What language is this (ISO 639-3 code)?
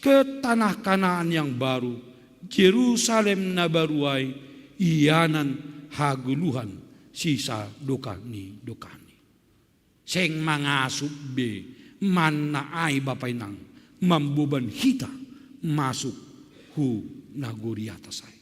bts